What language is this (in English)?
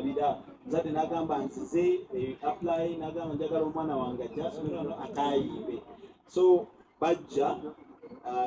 Ganda